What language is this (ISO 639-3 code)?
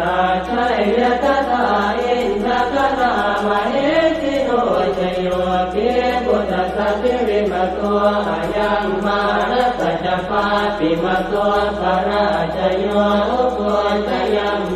pli